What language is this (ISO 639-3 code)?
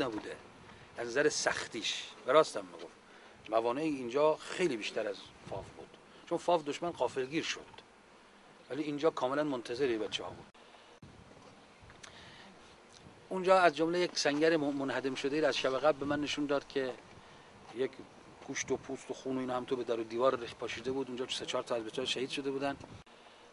fas